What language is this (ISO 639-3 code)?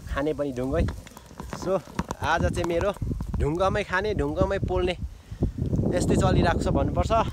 nep